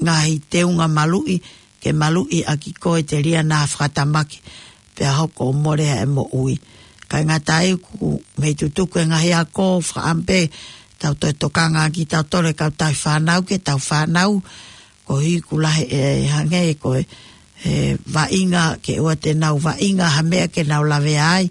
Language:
Tongan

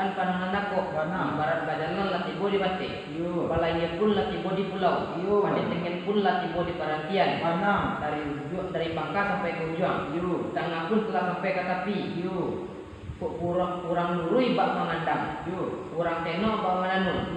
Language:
Minangkabau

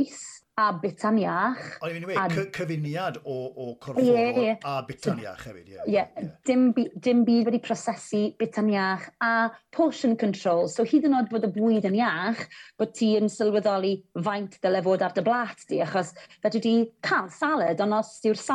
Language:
Welsh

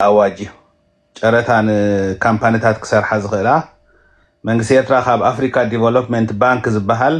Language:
Tigrinya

